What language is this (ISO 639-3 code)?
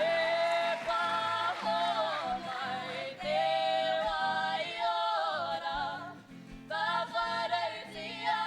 mri